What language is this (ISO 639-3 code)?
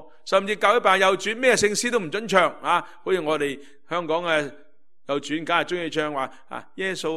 yue